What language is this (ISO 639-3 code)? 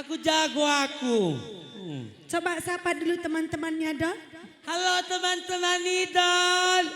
btx